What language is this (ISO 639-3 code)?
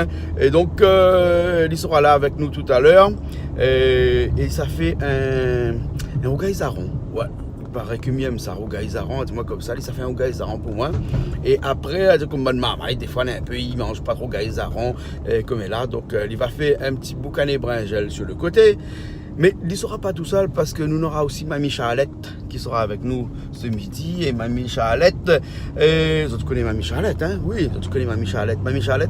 rcf